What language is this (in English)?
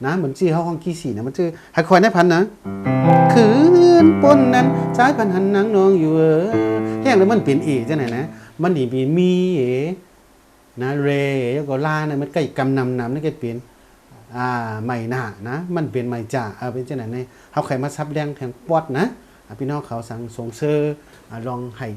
Shan